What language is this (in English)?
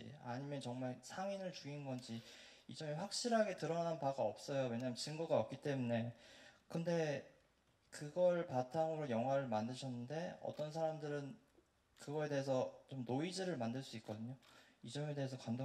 Korean